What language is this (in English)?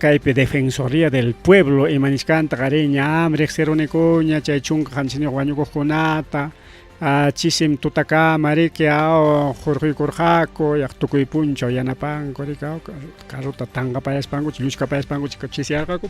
Ayacucho Quechua